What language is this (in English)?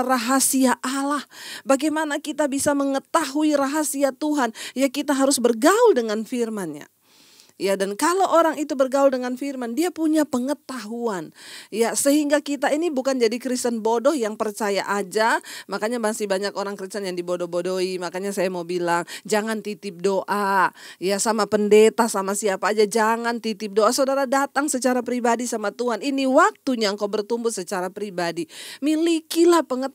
Indonesian